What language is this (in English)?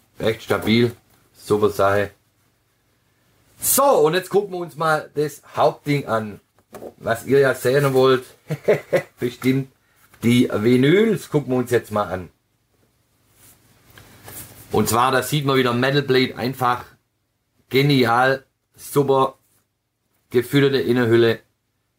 German